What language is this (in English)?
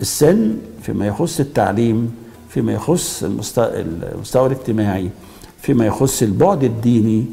Egyptian Arabic